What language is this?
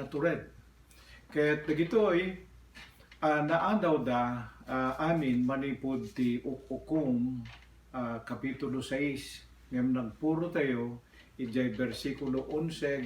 Iloko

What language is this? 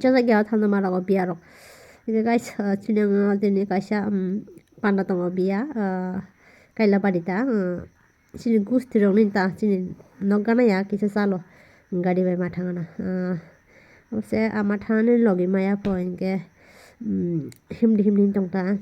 Kok Borok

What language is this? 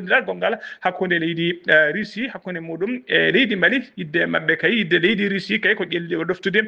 Fula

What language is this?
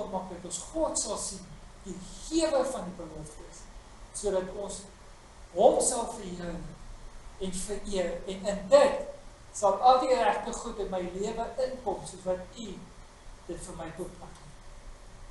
Afrikaans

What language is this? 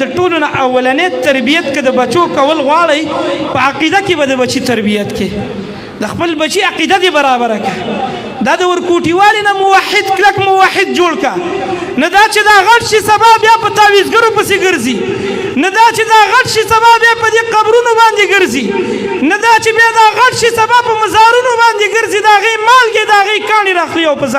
Pashto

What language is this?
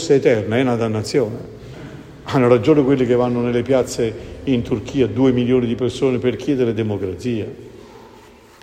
Italian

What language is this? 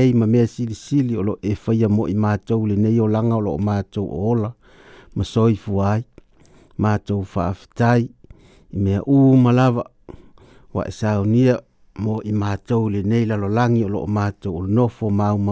Samoan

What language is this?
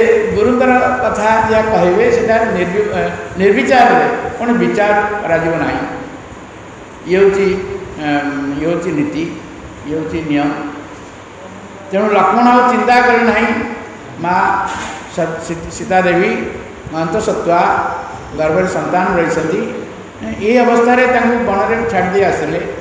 Odia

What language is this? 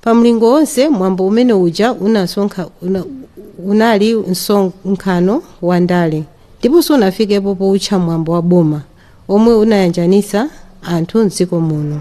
Nyanja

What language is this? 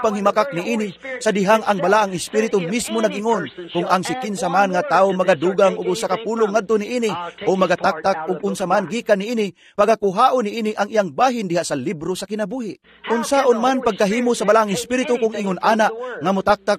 Cebuano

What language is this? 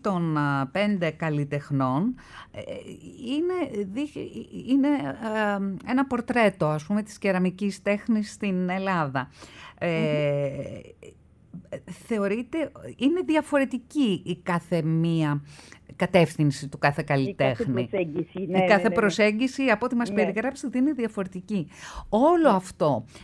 Greek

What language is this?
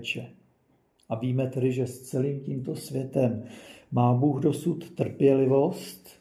Czech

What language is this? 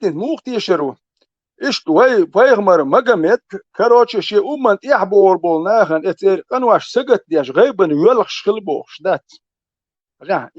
Chechen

